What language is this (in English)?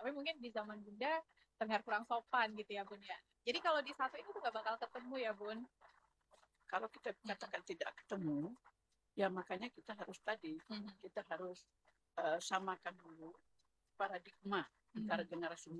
Indonesian